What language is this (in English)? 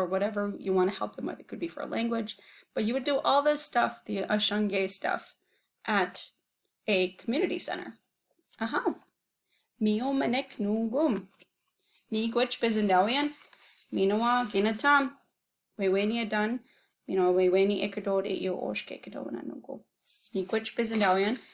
Chippewa